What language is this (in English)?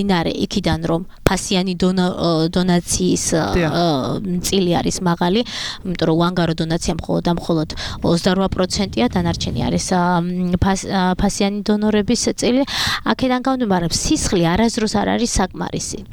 Georgian